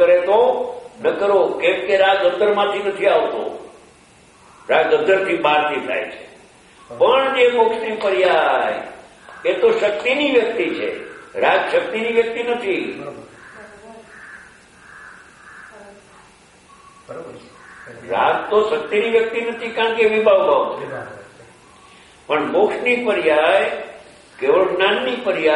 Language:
Gujarati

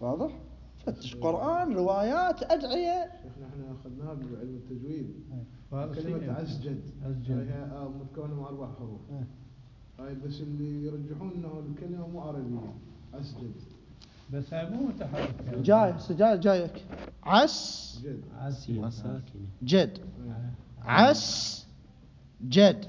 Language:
Mesopotamian Arabic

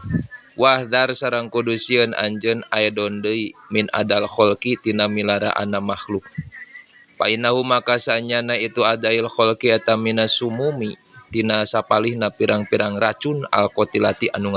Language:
Sundanese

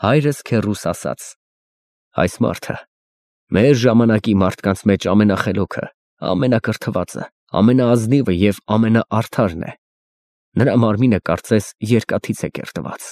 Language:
Armenian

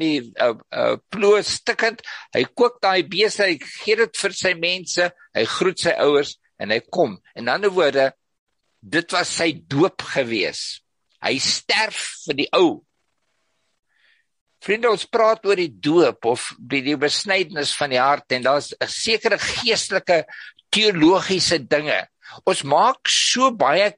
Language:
Afrikaans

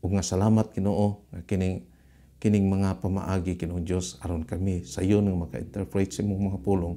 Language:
Cebuano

